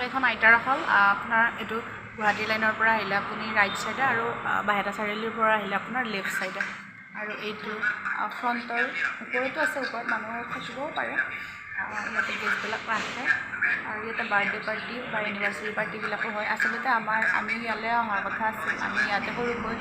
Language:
Assamese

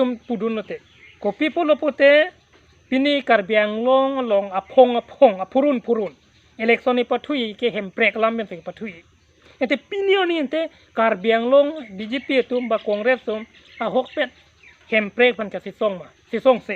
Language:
Karbi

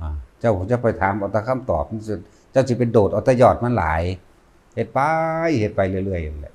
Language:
Northeastern Thai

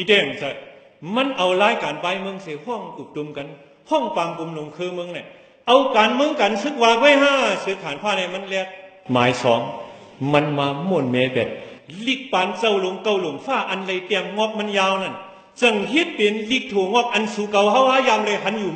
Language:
Shan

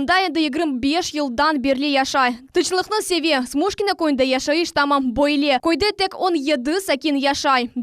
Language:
Crimean Tatar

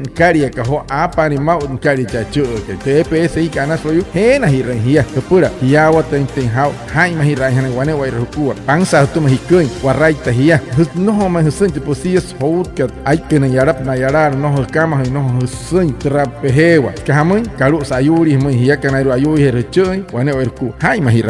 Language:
Wayuu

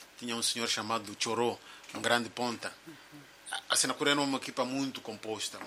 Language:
Portuguese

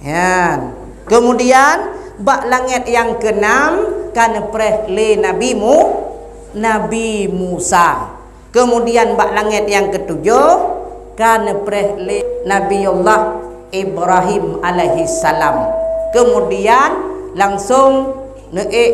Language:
Achinese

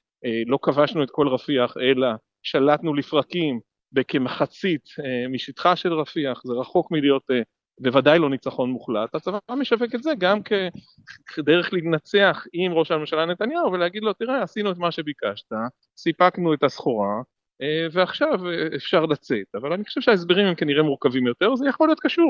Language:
Hebrew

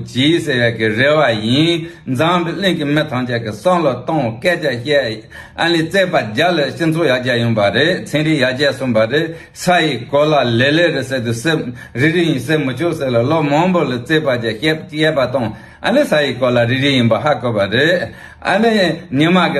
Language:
Tibetan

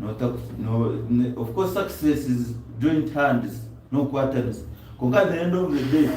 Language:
Nyankole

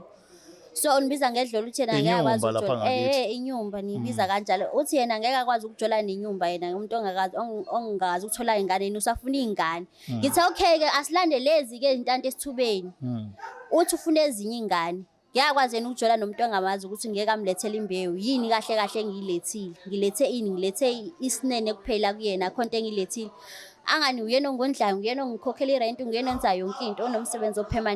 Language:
Zulu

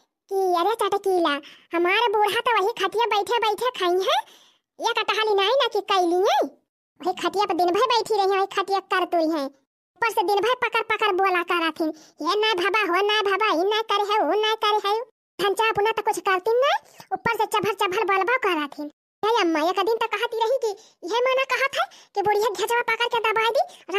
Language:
Awadhi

